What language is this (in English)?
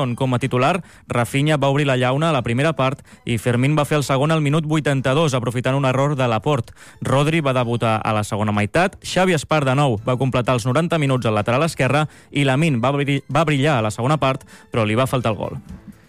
Catalan